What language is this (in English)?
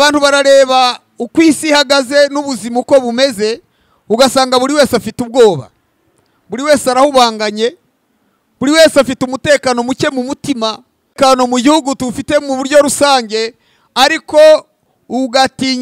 Kinyarwanda